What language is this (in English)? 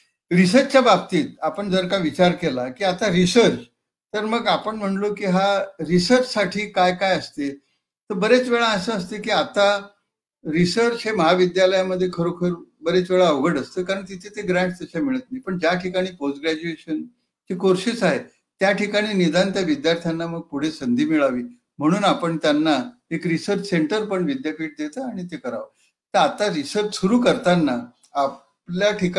Marathi